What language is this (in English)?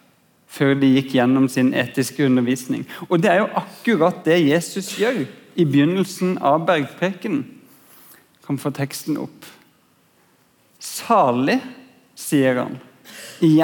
Norwegian